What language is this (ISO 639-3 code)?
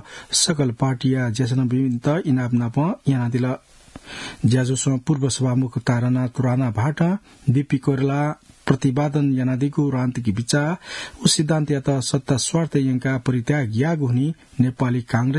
new